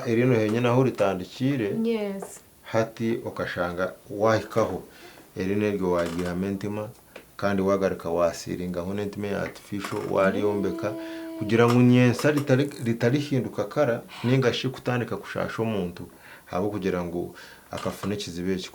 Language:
Nyankole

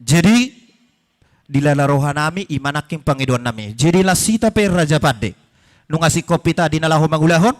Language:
Batak Toba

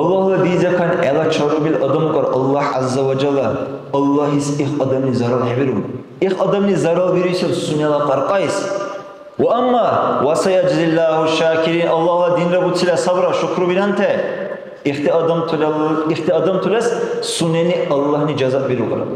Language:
Dargwa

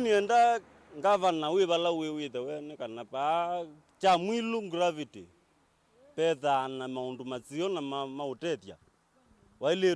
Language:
Kamba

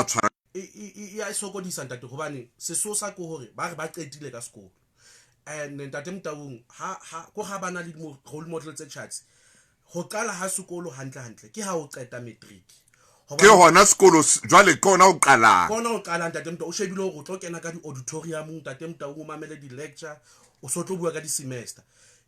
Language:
Southern Sotho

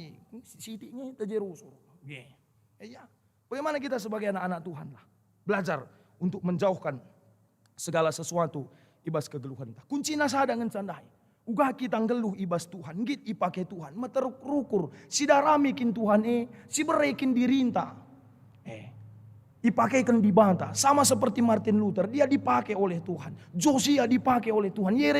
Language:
Batak Karo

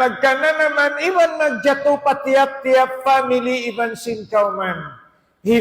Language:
Tausug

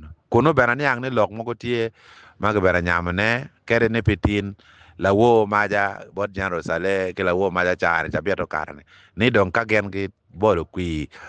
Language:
Acoli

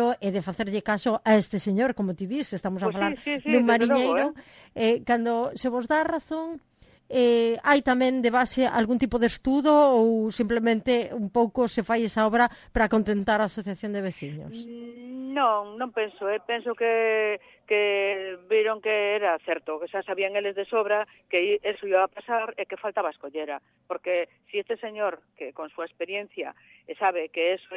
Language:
Galician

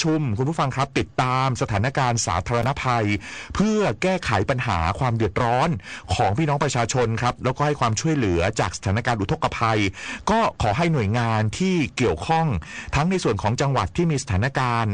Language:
Thai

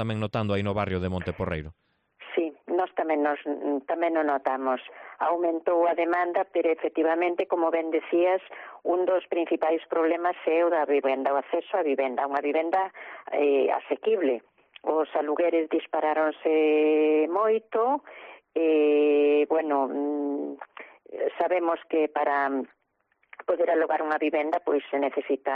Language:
Galician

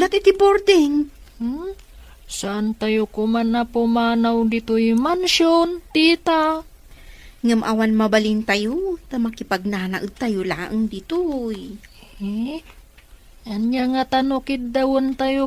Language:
Iloko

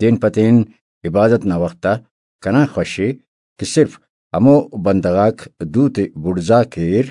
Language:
Brahui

